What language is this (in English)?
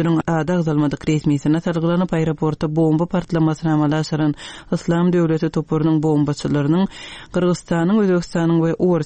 Turkmen